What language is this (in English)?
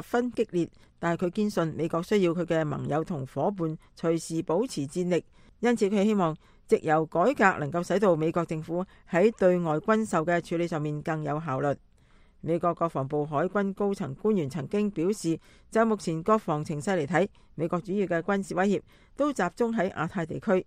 Cantonese